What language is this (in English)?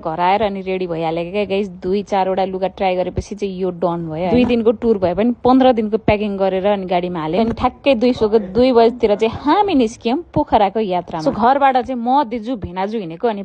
Nepali